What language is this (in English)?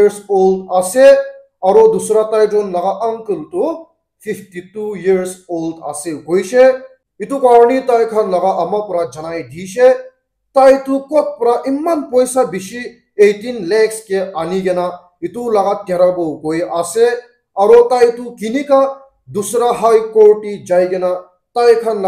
Naga Pidgin